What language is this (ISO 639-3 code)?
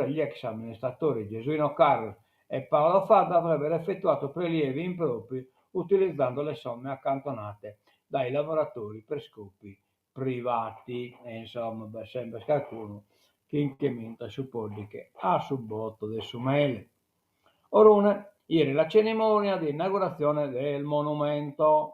srd